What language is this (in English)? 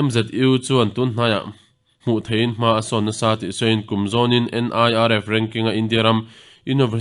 Mizo